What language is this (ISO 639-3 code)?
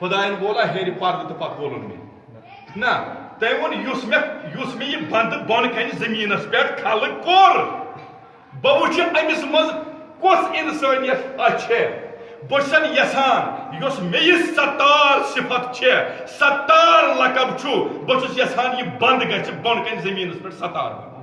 kas